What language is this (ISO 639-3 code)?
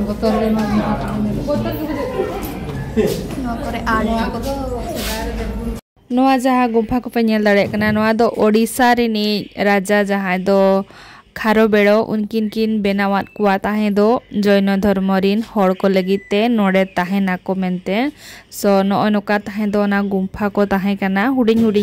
sat